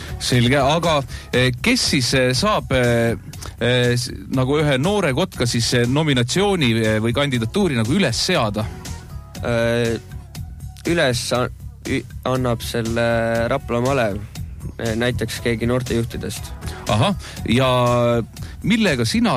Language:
Estonian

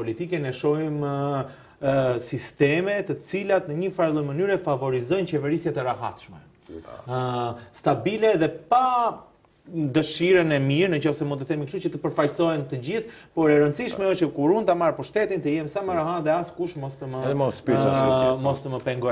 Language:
Albanian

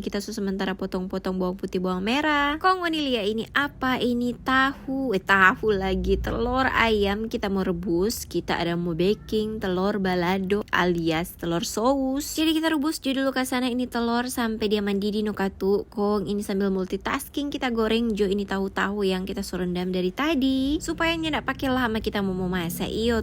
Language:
Manado Malay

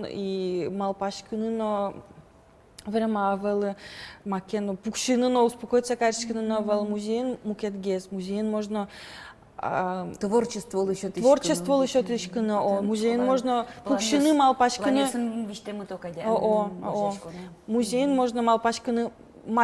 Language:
Udmurt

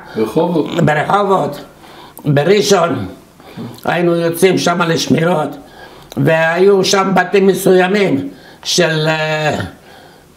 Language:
Hebrew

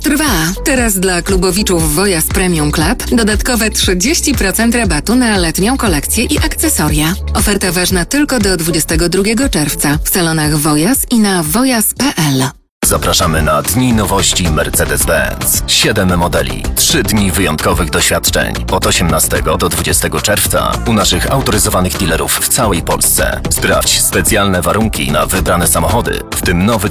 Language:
Polish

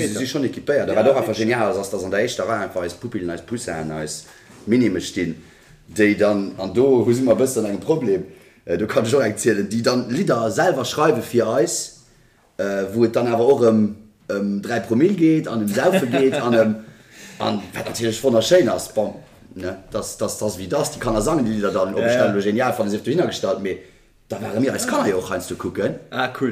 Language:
Luxembourgish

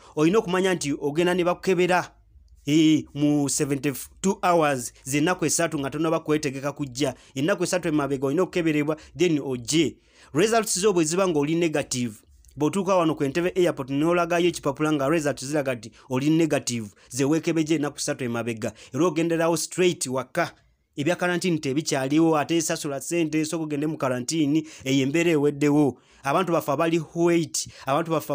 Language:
Ganda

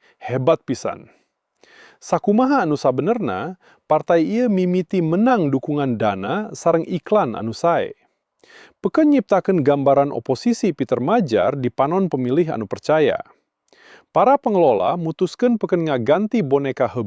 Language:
Sundanese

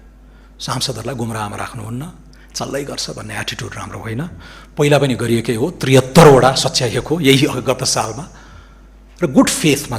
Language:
Nepali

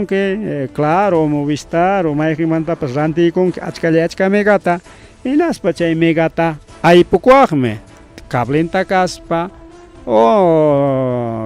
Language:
Ayacucho Quechua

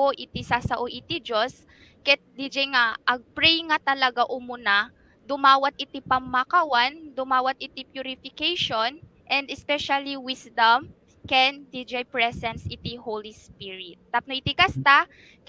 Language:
Iloko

